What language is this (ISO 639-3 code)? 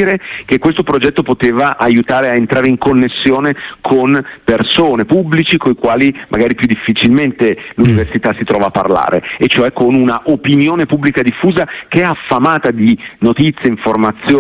ita